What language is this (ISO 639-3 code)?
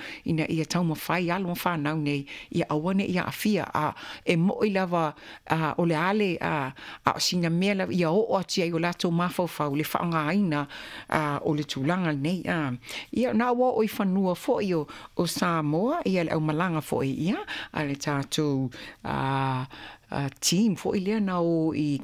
smo